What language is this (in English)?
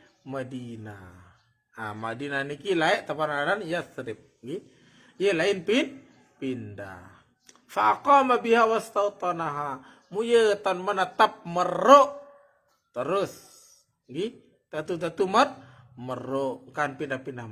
Sasak